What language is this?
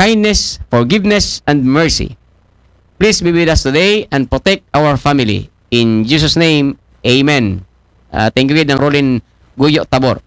Aklanon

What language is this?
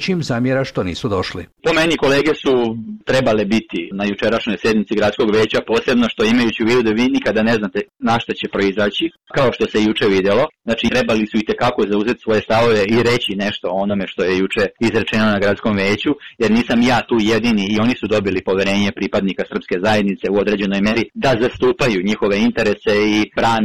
Serbian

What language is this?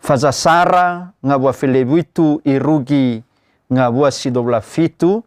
Nias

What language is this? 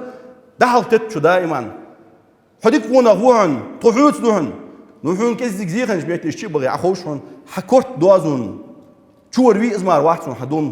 Ingush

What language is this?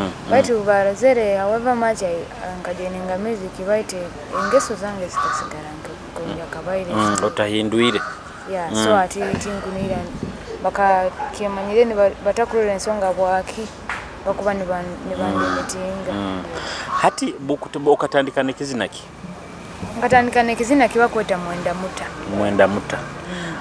Nyoro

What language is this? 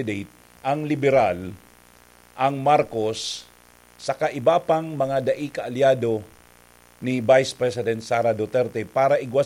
Bikol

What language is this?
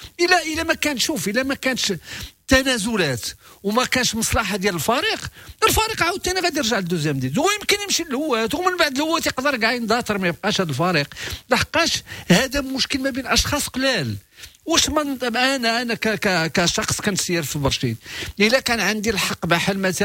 Moroccan Arabic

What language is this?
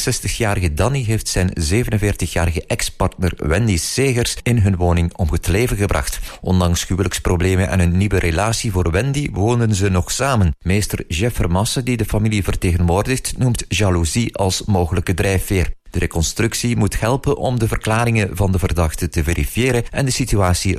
Dutch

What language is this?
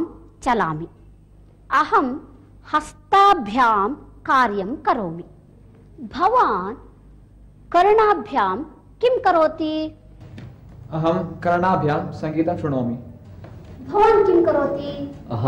Sanskrit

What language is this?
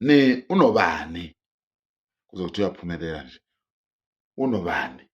Zulu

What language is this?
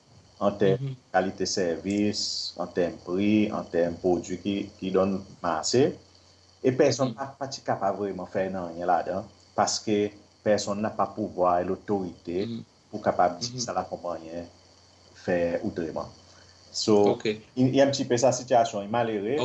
Seselwa Creole French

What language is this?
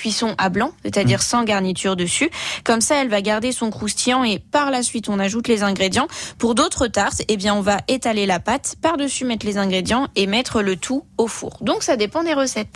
French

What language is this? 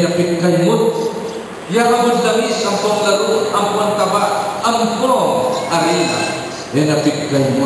Pampanga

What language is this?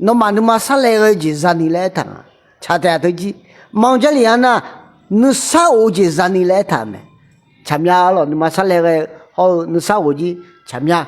Akha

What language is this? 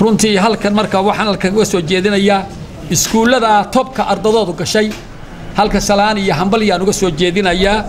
Somali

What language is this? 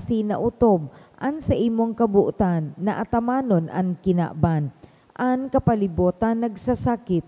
Bikol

